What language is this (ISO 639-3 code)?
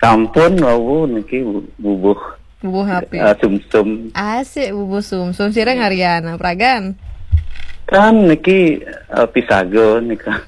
ban